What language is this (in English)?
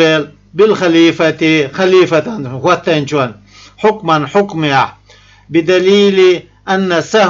Chechen